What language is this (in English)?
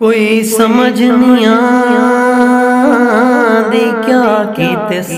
Saraiki